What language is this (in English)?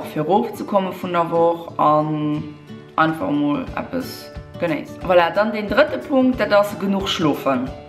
Luxembourgish